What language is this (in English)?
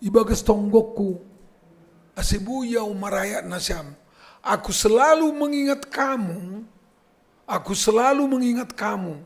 Batak Simalungun